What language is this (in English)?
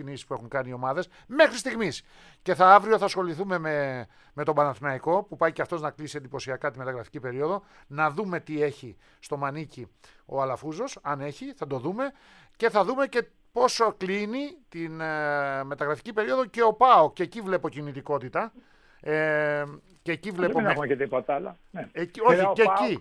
Greek